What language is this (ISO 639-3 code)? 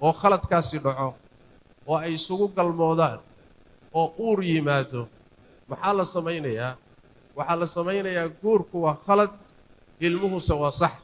som